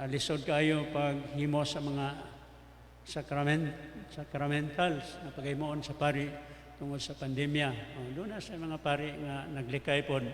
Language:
Cebuano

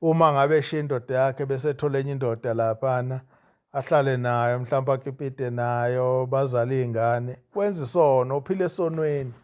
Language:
Zulu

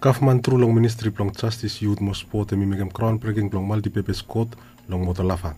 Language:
Bislama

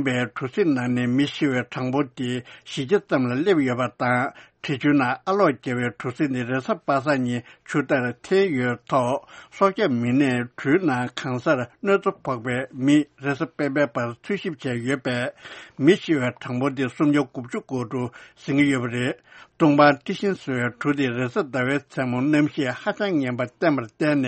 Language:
Tibetan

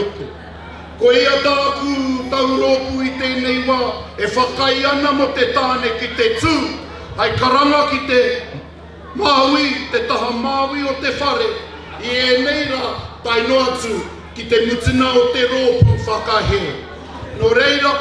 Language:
Māori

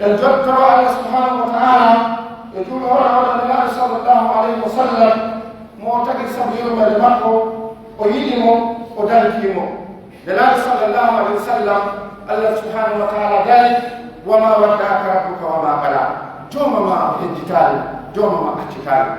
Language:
Pular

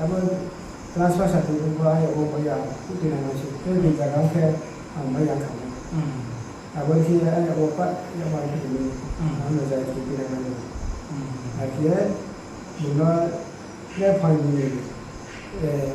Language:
Riang (India)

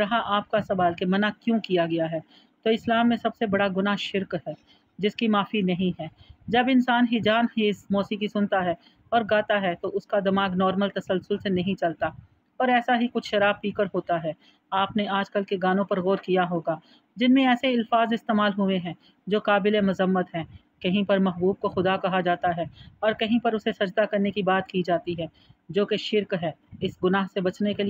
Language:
Urdu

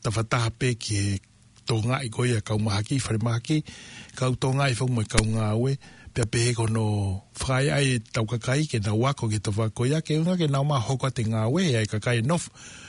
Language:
Tongan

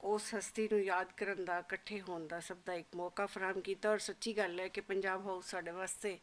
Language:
Western Panjabi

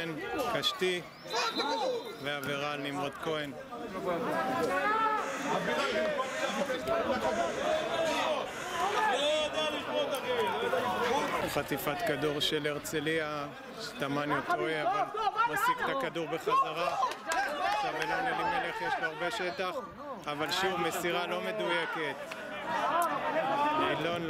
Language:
Hebrew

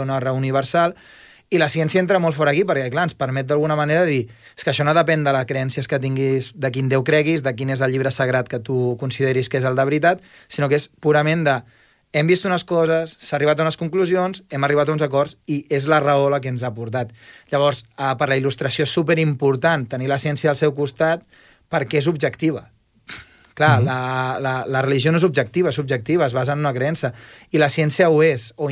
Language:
Catalan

